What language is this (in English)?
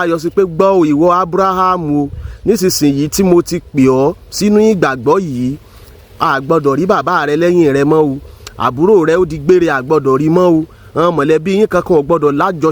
Yoruba